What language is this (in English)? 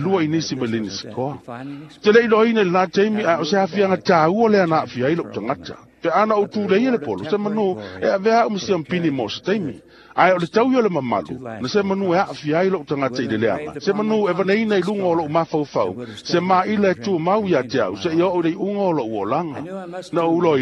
Samoan